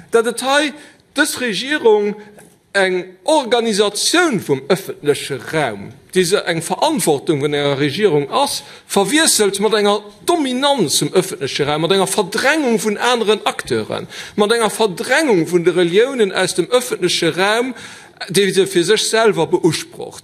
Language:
Luxembourgish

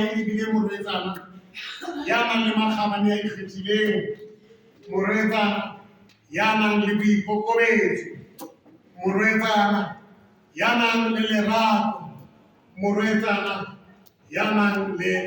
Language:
Southern Sotho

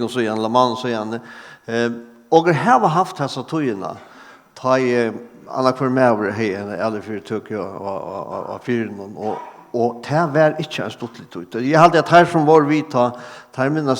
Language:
Faroese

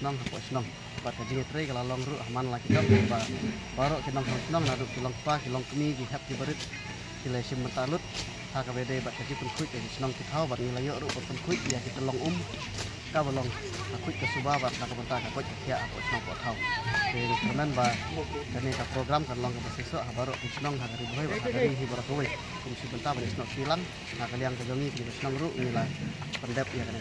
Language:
Khasi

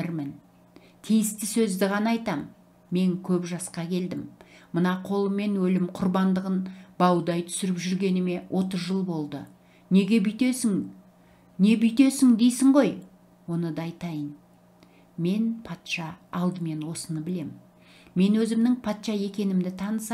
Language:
Kazakh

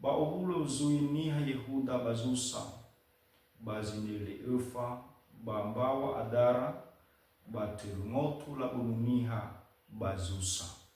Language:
Nias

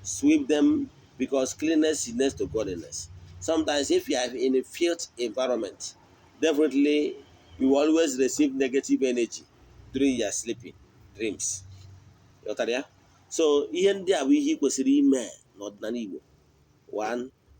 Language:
Igbo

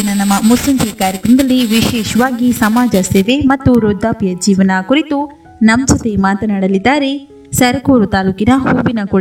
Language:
Kannada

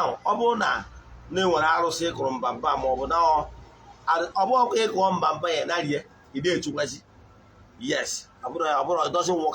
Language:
Igbo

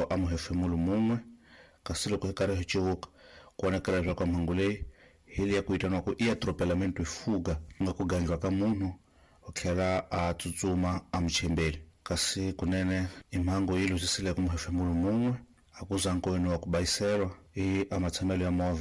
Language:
Tsonga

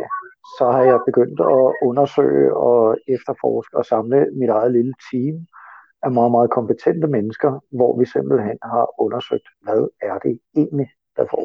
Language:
Danish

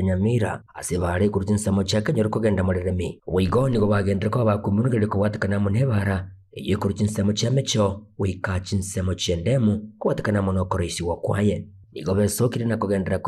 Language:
Gusii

